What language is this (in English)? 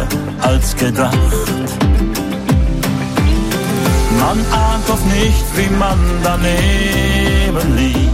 German